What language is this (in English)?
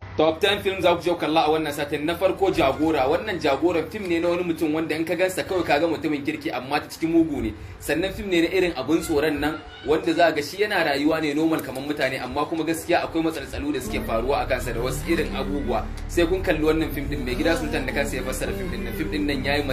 Hausa